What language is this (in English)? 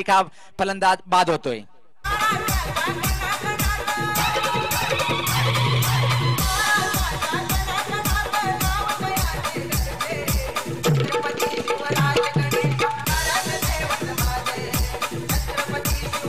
Marathi